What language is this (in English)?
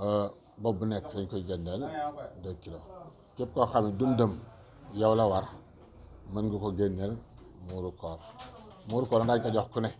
Wolof